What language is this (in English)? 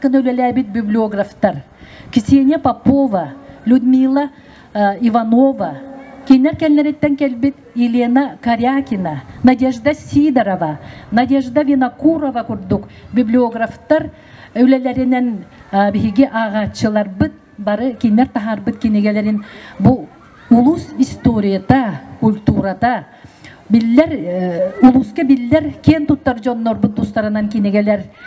Yakut